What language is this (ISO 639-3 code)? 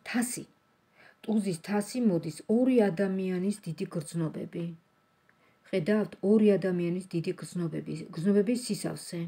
kat